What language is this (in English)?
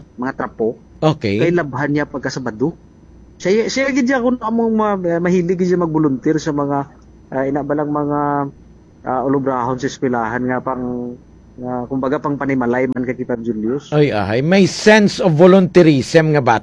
Hiligaynon